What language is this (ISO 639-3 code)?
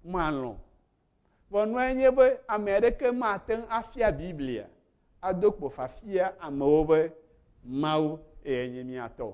ewe